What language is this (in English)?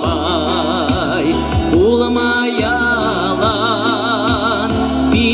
Chuvash